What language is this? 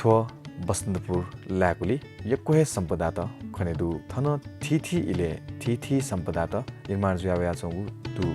Newari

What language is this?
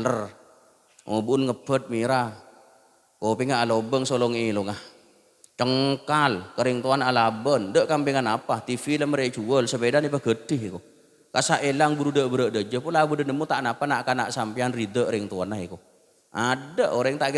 Madurese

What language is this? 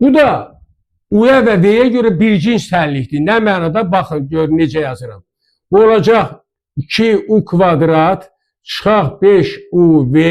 Azerbaijani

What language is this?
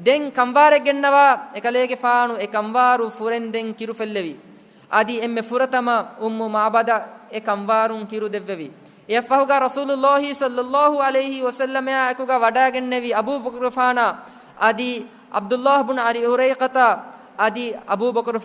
Divehi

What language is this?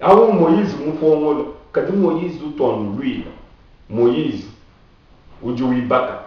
Luba-Lulua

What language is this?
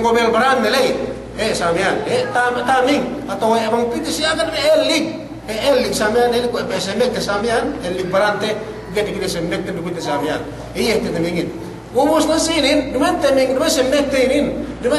Yakan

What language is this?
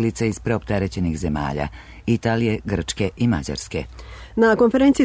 Serbian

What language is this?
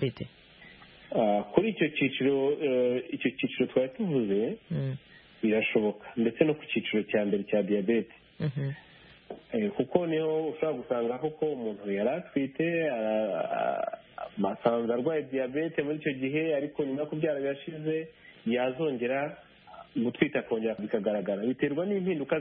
Kinyarwanda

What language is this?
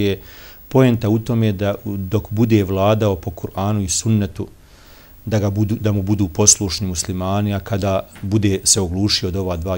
Bosnian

